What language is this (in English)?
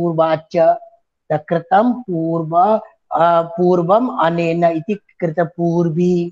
Sanskrit